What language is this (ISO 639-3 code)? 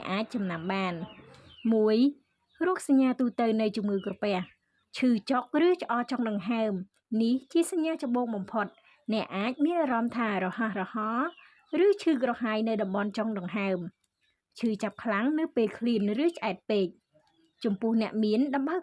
khm